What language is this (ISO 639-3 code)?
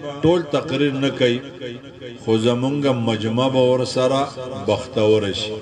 pus